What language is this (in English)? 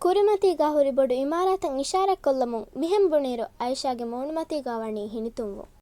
Divehi